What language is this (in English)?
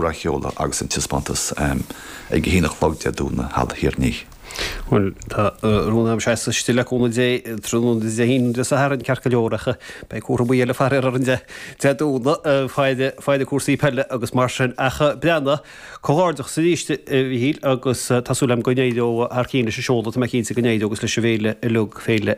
Irish